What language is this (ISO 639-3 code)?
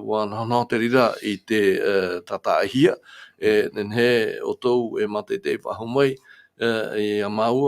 tah